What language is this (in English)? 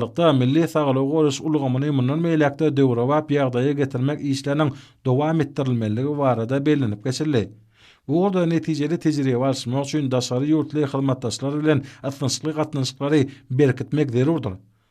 Turkmen